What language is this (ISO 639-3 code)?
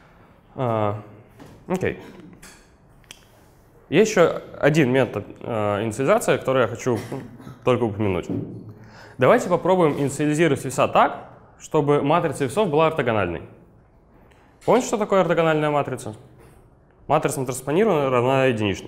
rus